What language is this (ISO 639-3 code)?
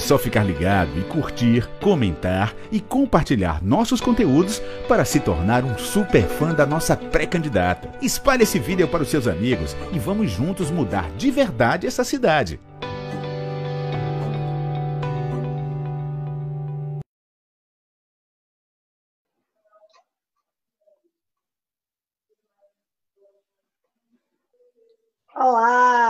por